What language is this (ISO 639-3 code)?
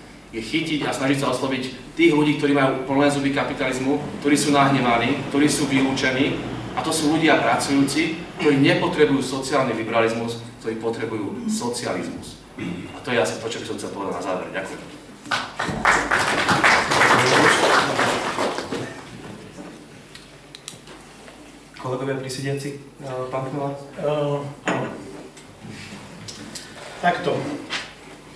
slk